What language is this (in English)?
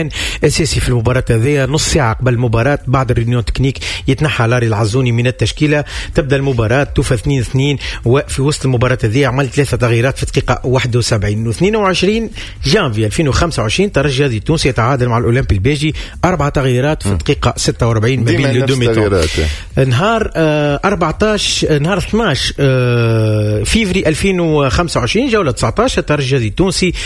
Tunisian Arabic